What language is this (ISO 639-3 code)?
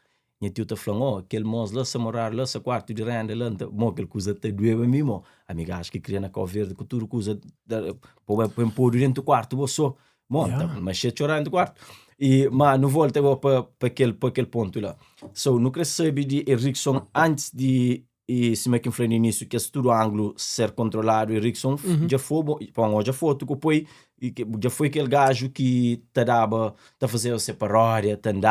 kea